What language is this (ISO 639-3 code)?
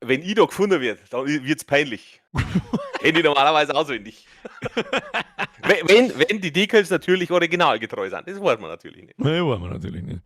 bar